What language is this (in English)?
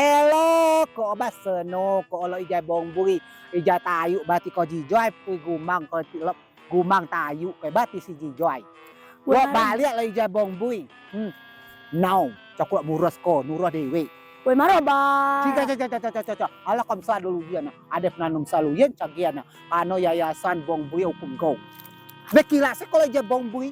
Rejang